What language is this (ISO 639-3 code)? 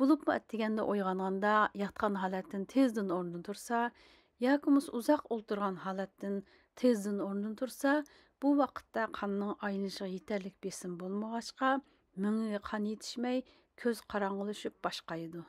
uig